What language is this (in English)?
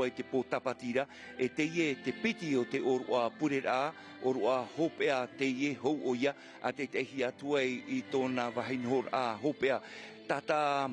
Tahitian